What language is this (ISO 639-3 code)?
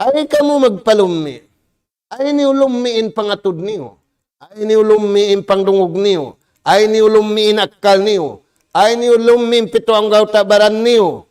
tsg